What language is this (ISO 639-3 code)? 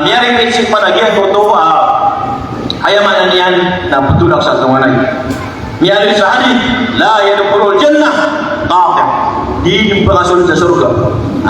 mrw